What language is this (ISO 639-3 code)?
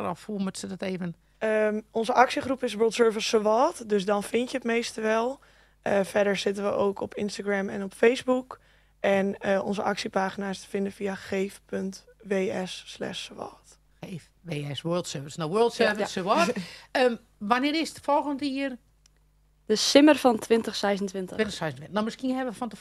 fry